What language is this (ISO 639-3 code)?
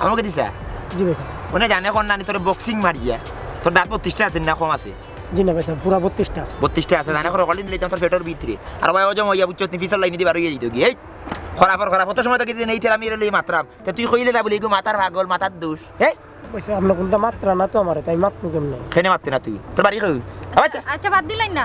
syl